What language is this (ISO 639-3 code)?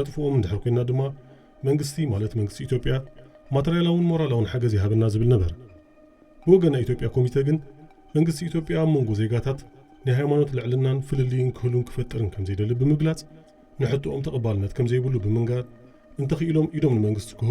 tir